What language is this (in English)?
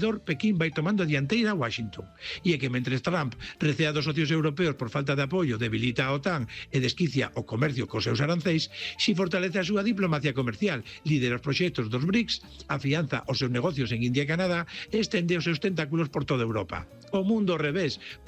Galician